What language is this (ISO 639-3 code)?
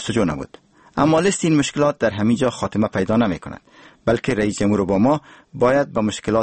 fas